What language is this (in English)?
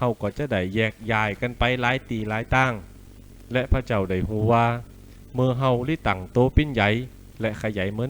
Lü